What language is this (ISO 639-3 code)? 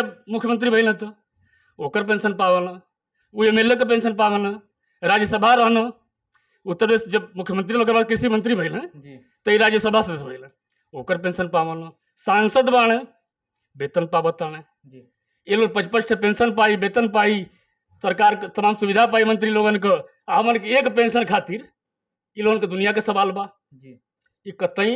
bho